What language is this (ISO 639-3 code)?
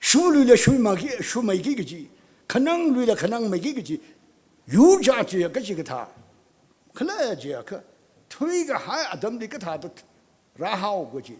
nmf